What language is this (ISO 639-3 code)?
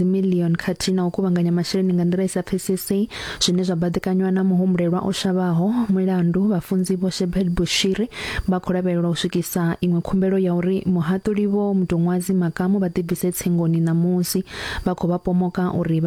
ven